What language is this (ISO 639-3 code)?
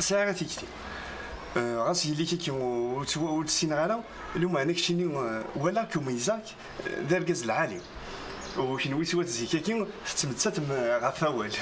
kab